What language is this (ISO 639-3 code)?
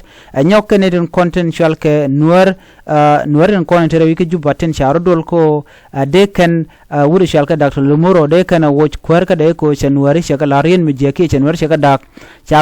nus